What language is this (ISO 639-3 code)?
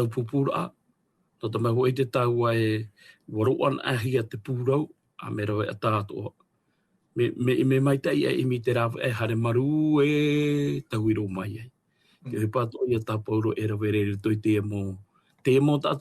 tah